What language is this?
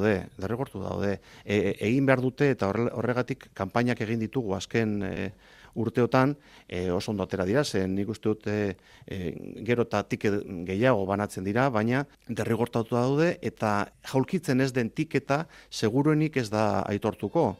Basque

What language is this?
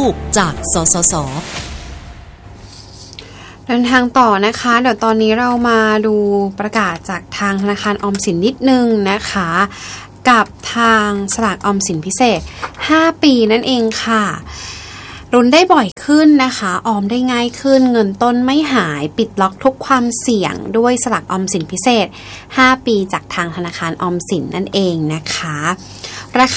Thai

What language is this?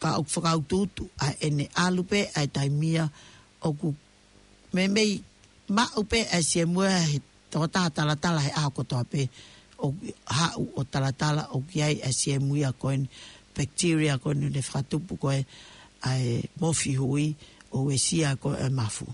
Tongan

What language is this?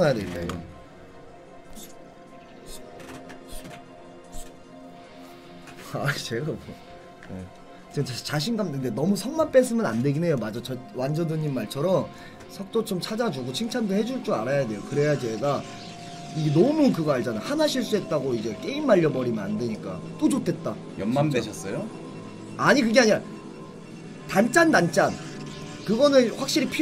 Korean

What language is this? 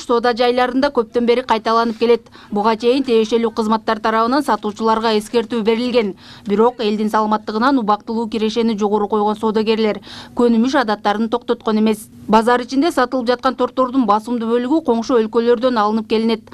Kyrgyz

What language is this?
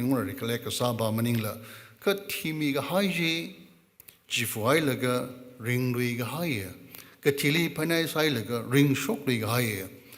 Tangkhul Naga (India)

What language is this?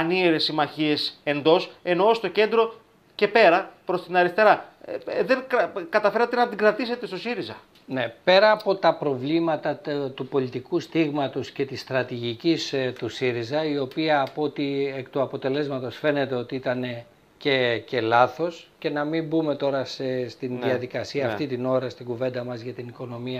Greek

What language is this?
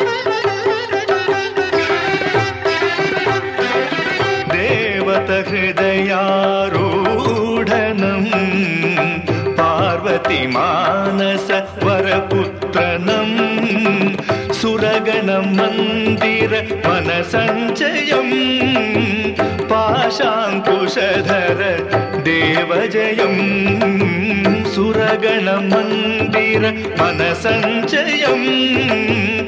Kannada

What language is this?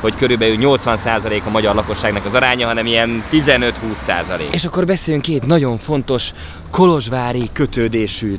Hungarian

